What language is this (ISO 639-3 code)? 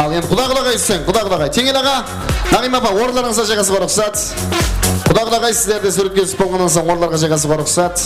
kaa